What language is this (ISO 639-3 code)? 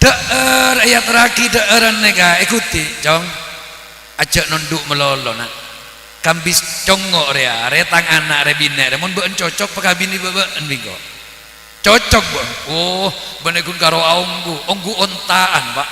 mad